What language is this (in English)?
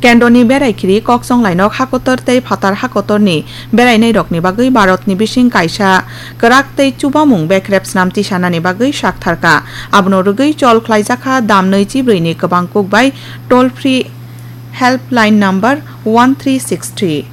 Kok Borok